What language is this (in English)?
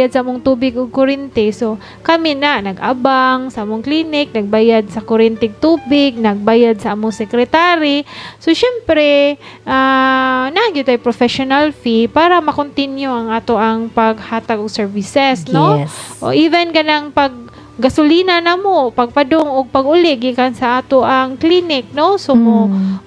Cebuano